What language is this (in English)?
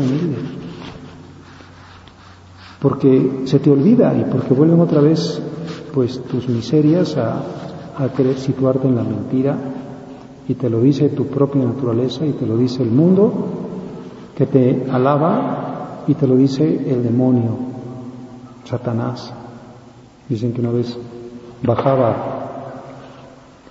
Spanish